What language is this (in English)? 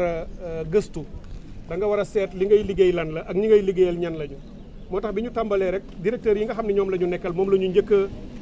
Wolof